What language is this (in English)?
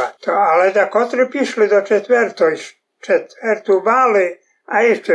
Rusyn